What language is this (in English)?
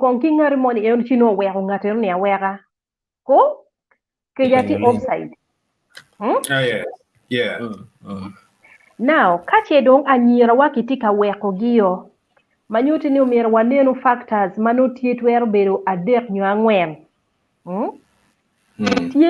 Acoli